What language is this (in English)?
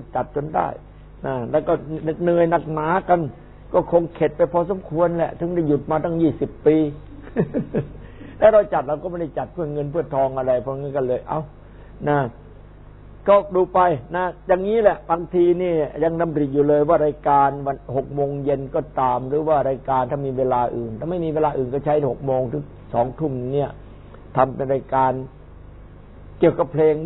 Thai